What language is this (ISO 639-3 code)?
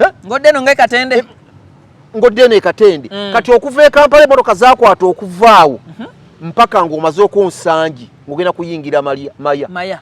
lug